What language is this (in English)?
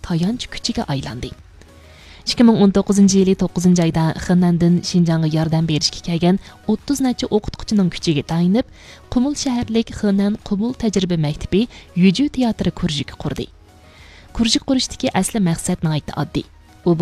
Uyghur